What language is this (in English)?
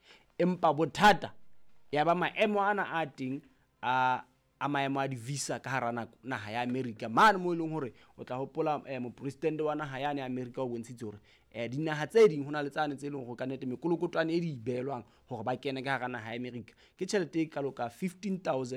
Southern Sotho